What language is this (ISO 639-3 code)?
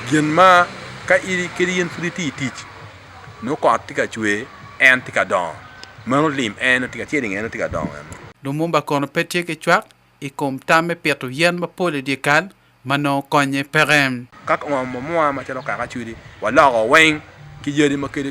ach